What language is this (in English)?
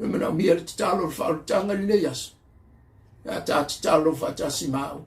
Samoan